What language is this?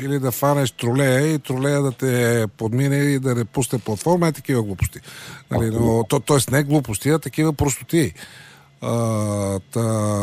Bulgarian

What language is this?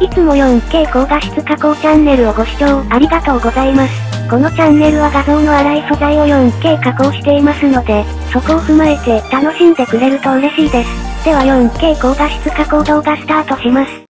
Japanese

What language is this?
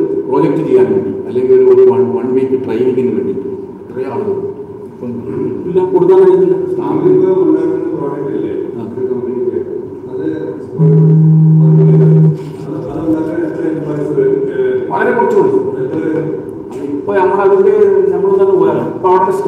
Malayalam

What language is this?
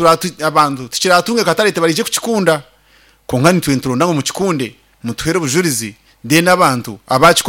Nyankole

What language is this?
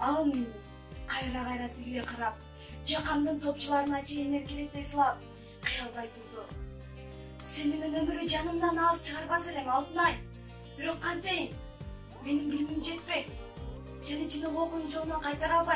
Kyrgyz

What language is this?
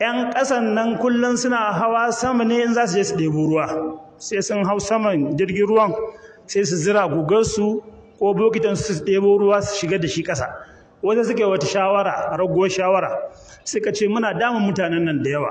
Hausa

